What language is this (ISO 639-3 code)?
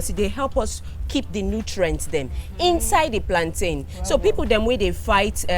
pcm